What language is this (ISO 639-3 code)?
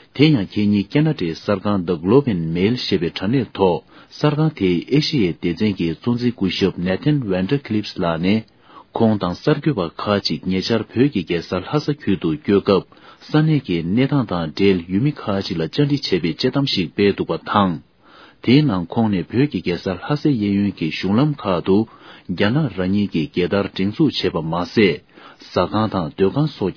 bod